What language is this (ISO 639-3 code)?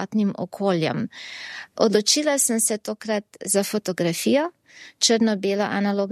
slv